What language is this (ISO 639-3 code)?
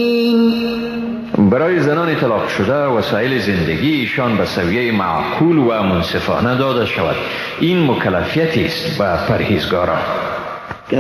fas